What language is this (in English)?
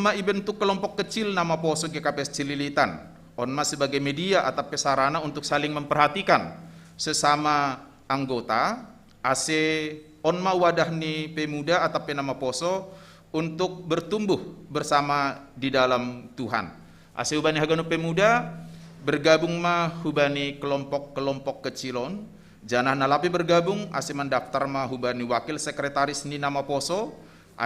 Batak Simalungun